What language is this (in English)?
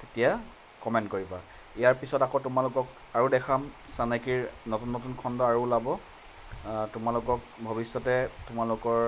Assamese